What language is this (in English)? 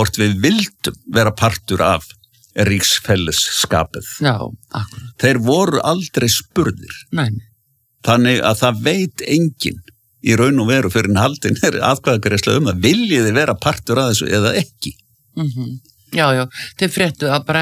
Icelandic